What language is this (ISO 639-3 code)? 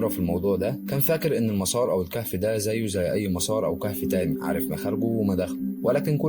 arz